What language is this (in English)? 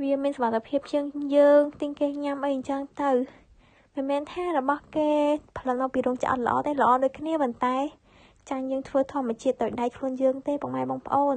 Khmer